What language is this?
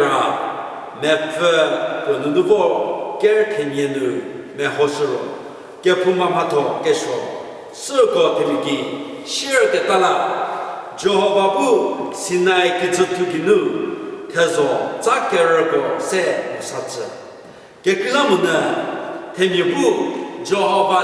Angami Naga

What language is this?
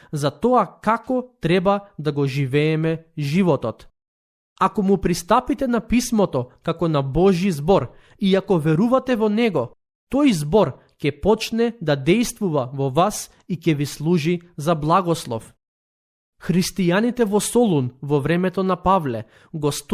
Macedonian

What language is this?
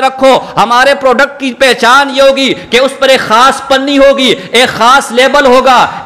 Urdu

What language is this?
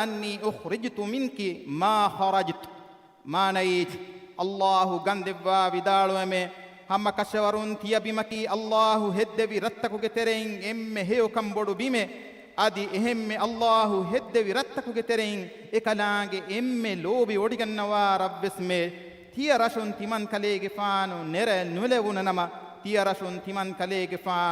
Divehi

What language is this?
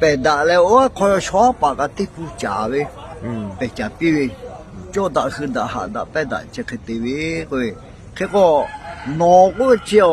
Lahu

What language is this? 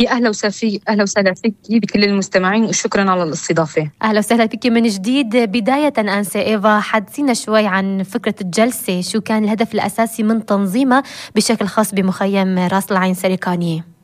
North Levantine Arabic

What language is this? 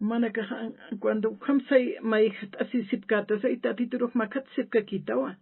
Aymara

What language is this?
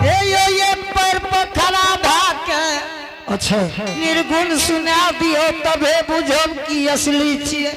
Angika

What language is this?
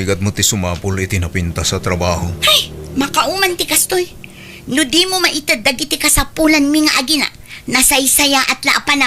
Iloko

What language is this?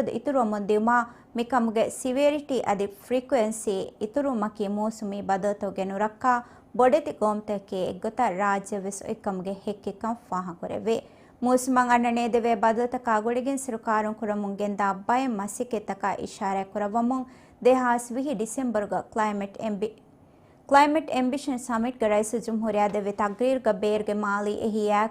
Divehi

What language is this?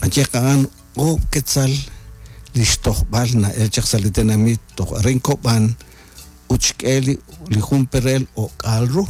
Kekchí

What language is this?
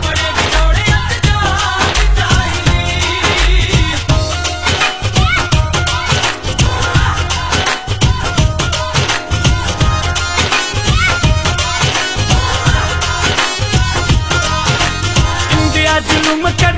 Punjabi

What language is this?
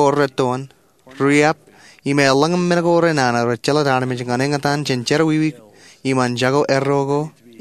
Marshallese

